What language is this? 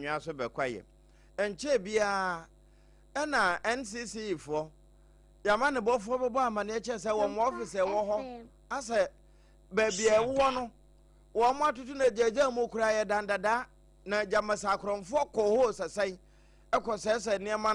Akan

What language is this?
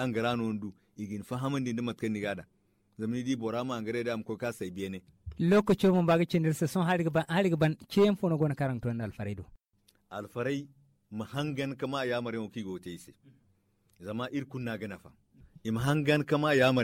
Zarma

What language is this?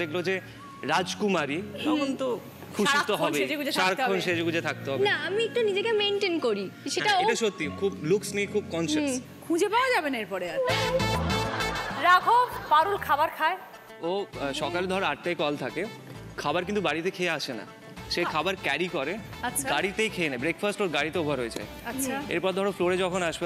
Bangla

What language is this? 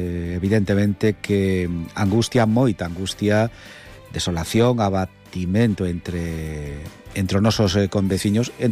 Galician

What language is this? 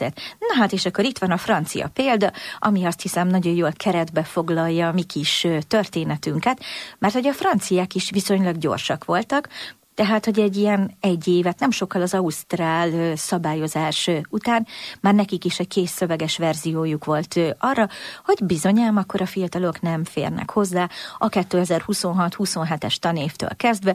Hungarian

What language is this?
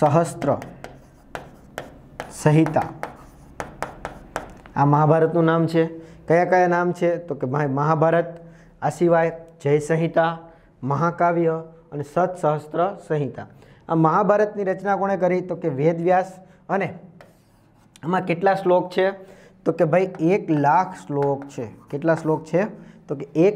Gujarati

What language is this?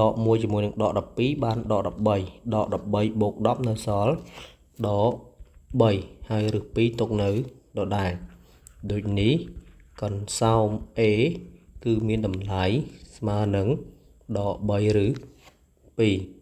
Khmer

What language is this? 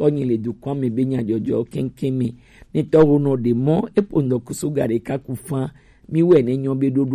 Gen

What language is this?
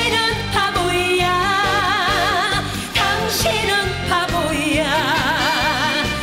Korean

